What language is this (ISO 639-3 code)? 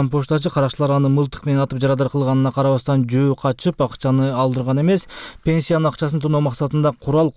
kir